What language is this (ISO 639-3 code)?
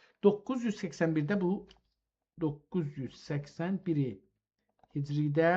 azb